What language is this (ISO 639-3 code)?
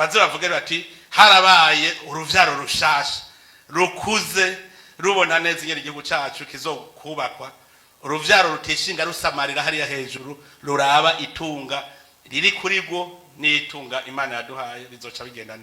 run